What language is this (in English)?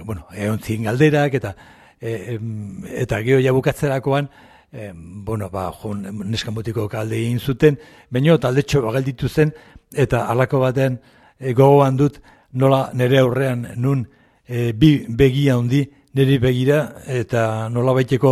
Basque